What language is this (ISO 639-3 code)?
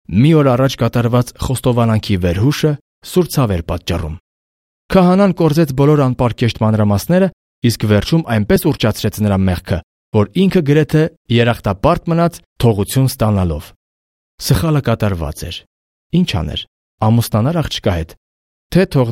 hye